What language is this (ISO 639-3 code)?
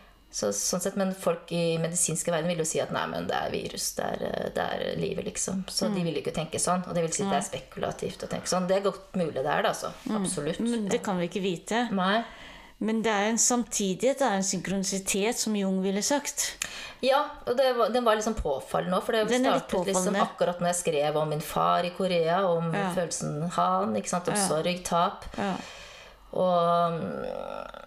nor